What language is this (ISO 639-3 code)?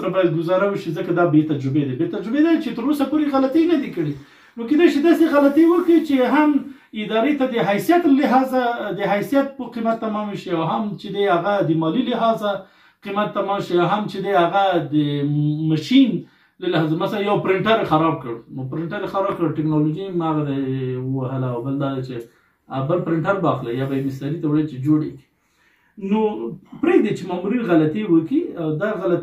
pus